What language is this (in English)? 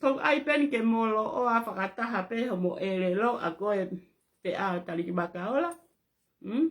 Tongan